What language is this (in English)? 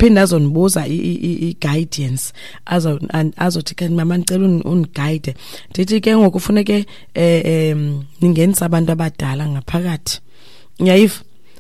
Xhosa